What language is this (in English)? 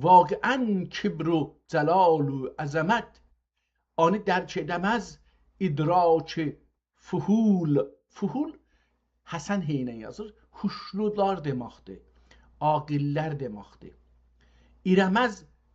South Azerbaijani